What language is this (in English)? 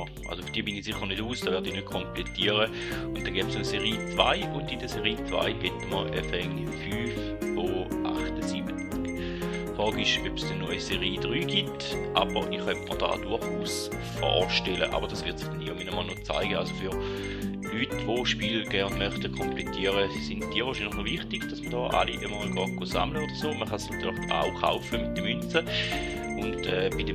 Swiss German